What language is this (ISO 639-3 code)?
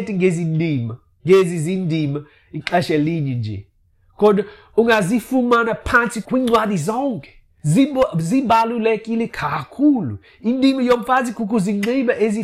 xho